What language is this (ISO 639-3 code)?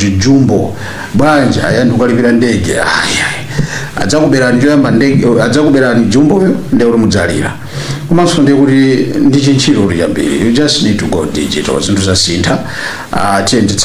nya